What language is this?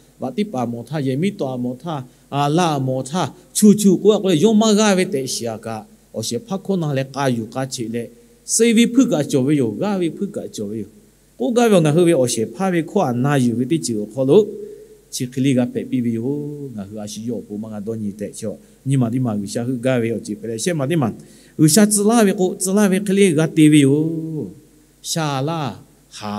Lahu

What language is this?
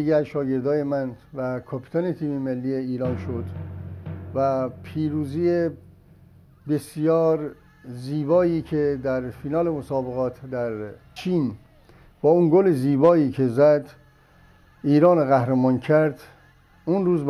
Persian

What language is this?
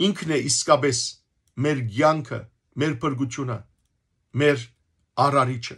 Western Armenian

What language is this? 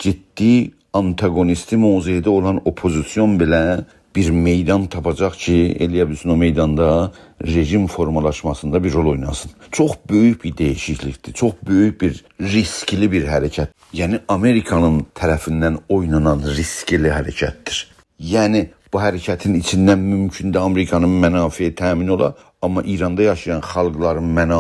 South Azerbaijani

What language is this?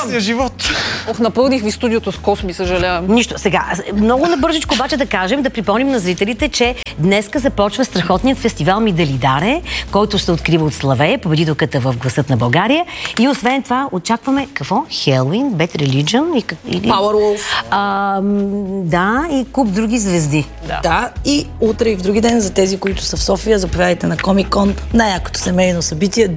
Bulgarian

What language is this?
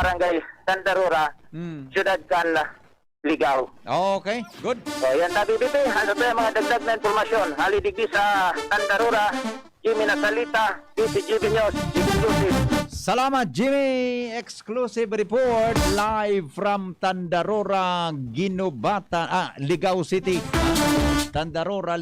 Bikol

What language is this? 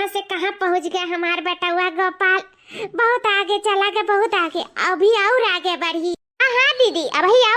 Awadhi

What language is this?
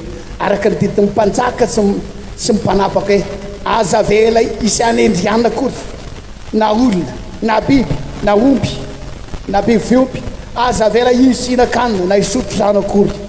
Malagasy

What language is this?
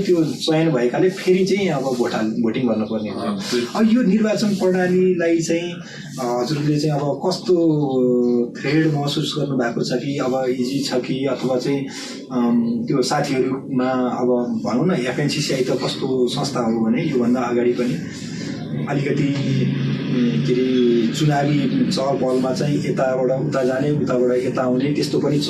Nepali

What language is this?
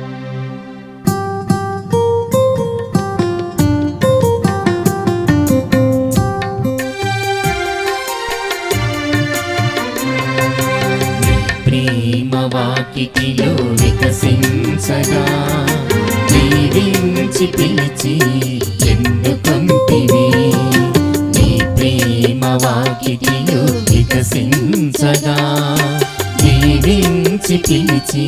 Telugu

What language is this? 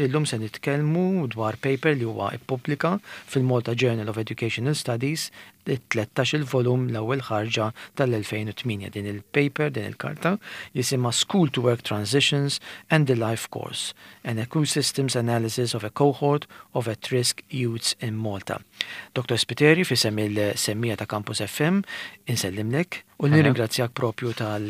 Maltese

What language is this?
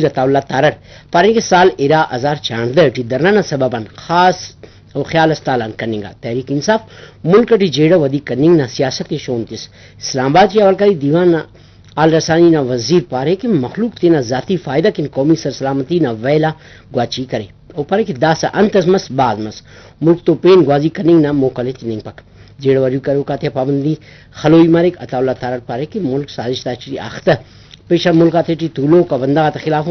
Brahui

